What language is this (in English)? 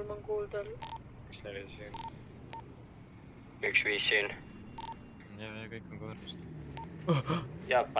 Estonian